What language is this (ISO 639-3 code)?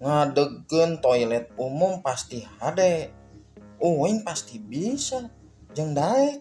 sun